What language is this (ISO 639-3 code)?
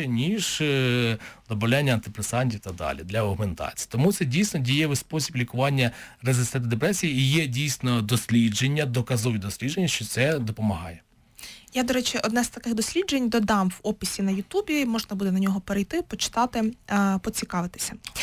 ukr